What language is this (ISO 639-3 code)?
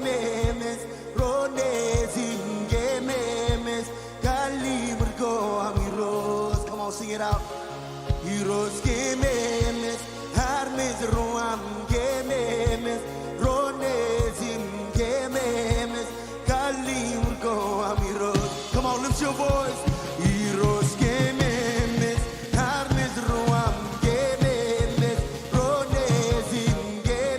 mah